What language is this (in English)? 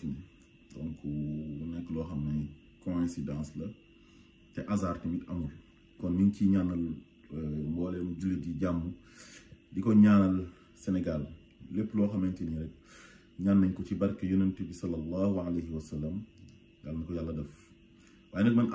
Wolof